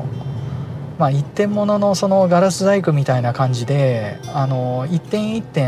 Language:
Japanese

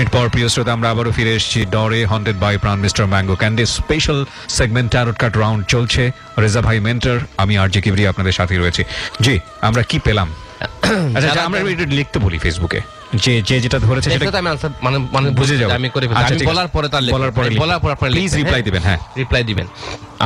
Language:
Bangla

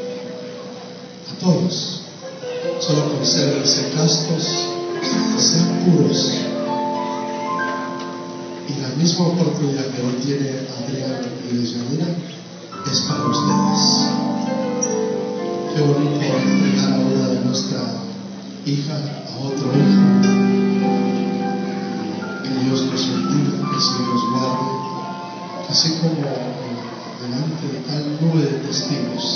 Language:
Spanish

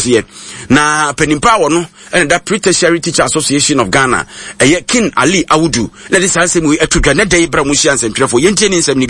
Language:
Akan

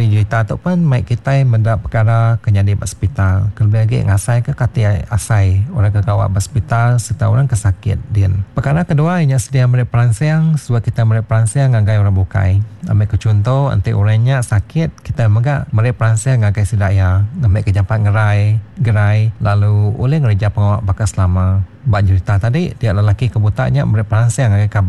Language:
Iban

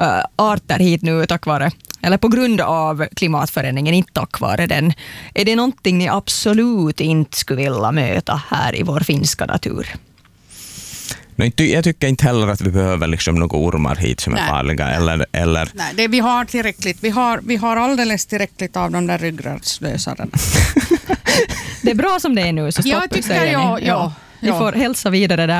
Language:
Swedish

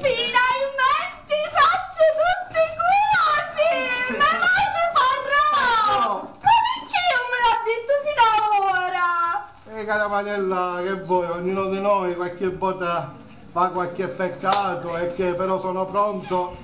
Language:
Sicilian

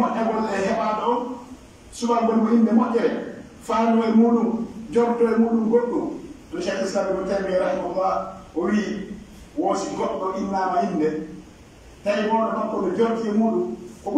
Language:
Pular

